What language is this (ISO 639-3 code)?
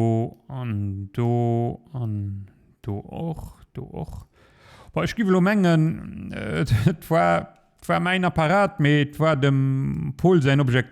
ltz